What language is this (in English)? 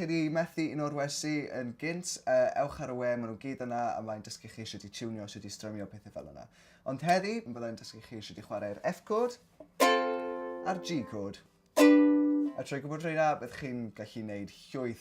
Welsh